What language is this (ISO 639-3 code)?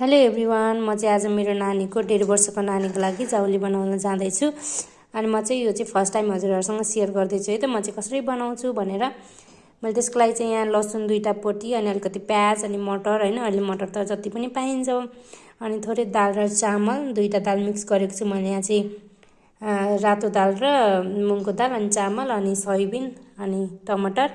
nep